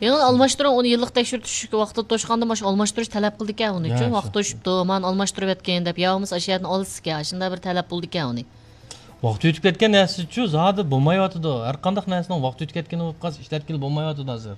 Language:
Uyghur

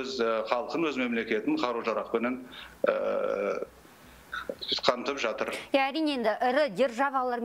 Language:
Kazakh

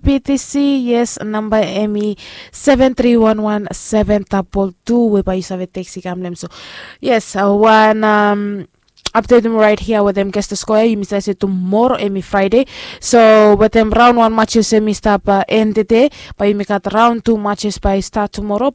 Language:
Bislama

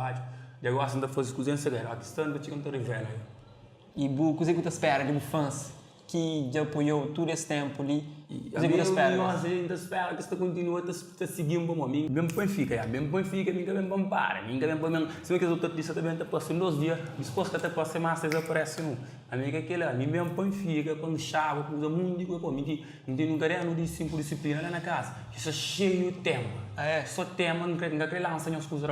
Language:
Kabuverdianu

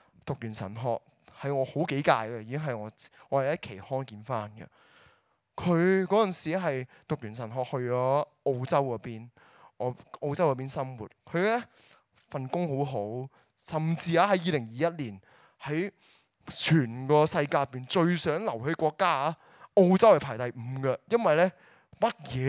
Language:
Cantonese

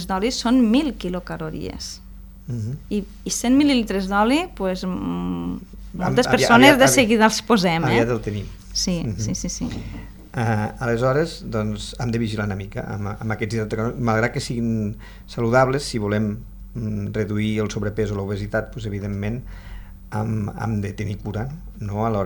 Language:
Catalan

